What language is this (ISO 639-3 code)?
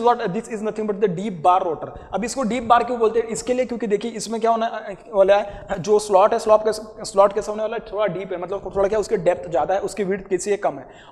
hin